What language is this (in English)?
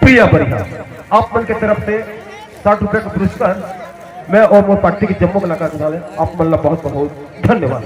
Chhattisgarhi